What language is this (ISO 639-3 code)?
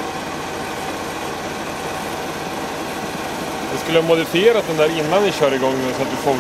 swe